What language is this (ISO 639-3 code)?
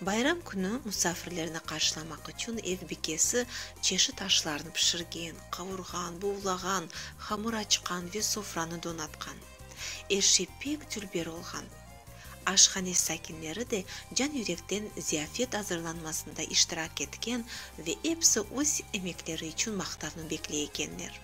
crh